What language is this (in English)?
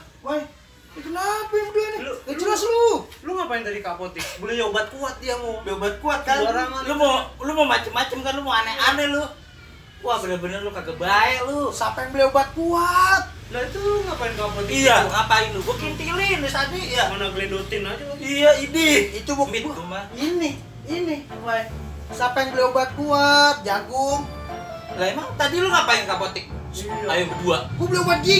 Betawi